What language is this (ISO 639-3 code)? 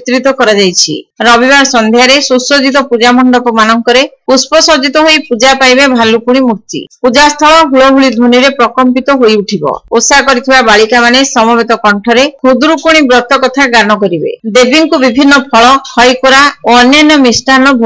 ori